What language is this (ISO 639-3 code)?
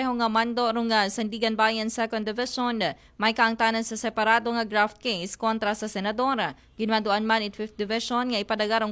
akl